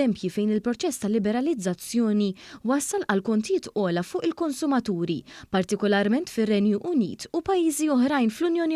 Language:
Maltese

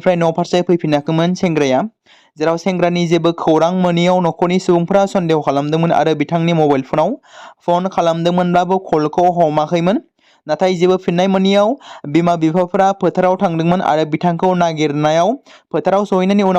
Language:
Bodo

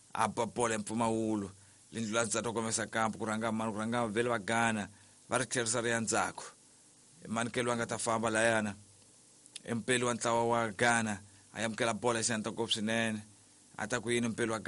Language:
Tsonga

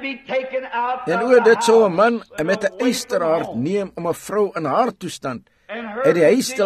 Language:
Afrikaans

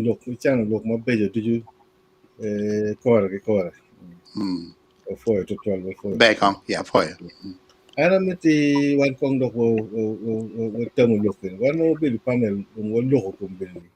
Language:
Acoli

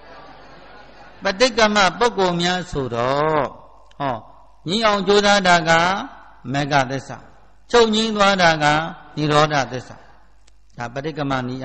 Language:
Burmese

